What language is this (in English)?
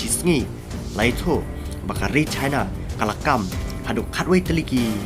Khasi